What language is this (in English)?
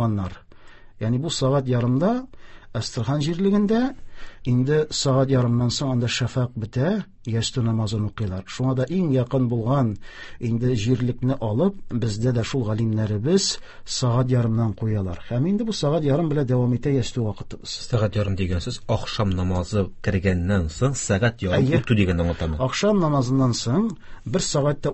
Tatar